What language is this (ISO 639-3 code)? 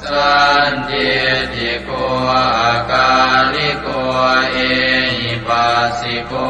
pli